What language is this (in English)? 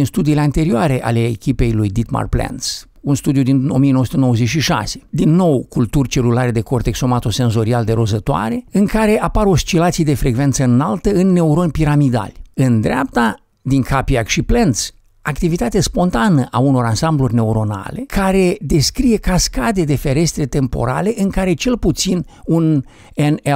Romanian